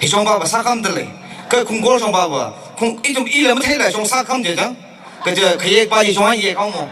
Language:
Tangkhul Naga (India)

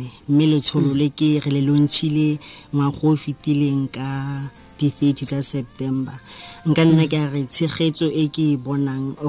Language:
Tswana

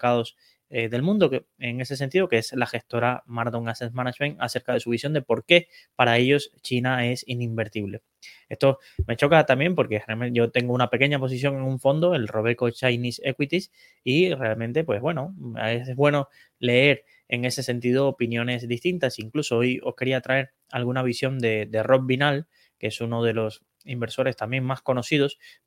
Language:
Spanish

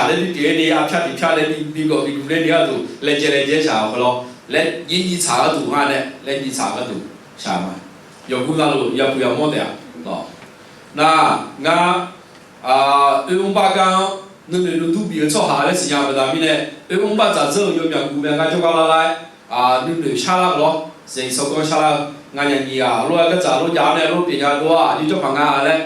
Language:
Akha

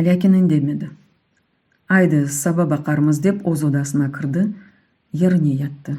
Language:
Crimean Tatar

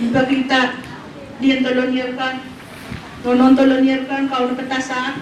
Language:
Pohnpeian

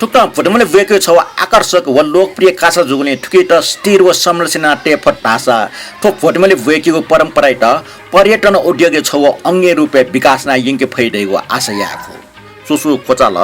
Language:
Newari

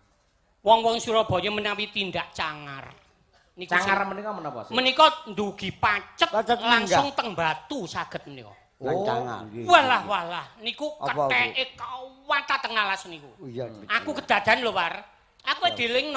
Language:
Javanese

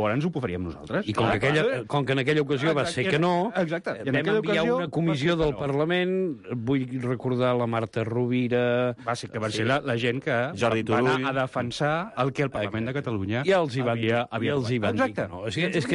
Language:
Catalan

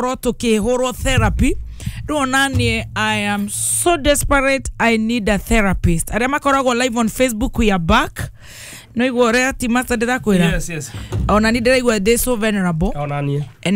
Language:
Kikuyu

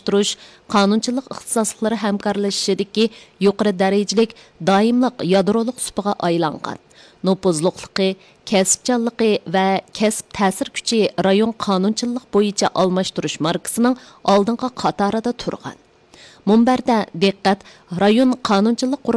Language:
Uyghur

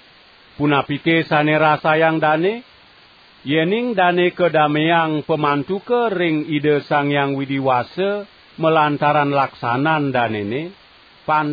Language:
Balinese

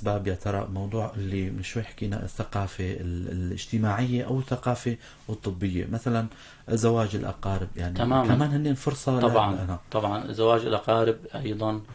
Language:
North Levantine Arabic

